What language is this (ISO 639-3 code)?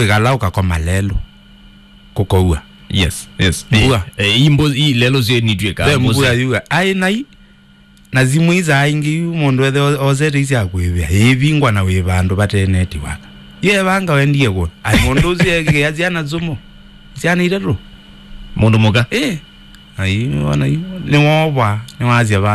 kam